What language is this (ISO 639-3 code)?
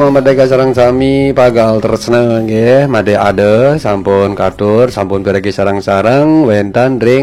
ban